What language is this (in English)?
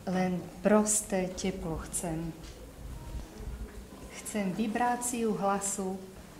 Slovak